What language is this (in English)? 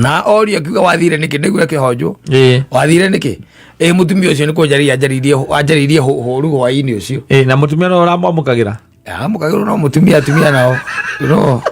Kikuyu